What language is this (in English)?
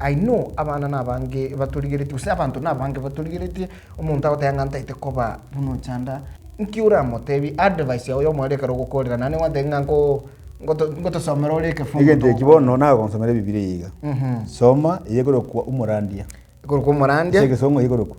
Gusii